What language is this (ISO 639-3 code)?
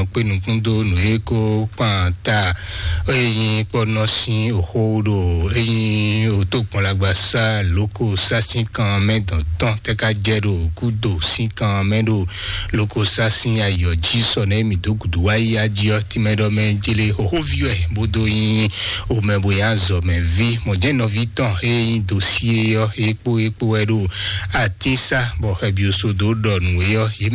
fon